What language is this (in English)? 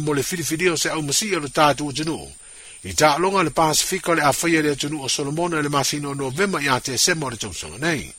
Samoan